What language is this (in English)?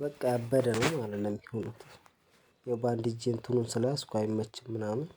Amharic